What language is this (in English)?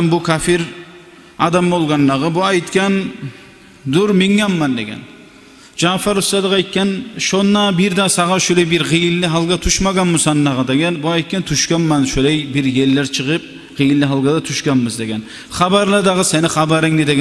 Kumyk